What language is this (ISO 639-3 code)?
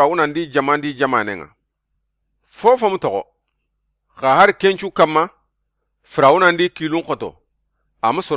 snk